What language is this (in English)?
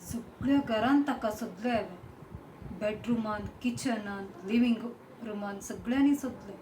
Konkani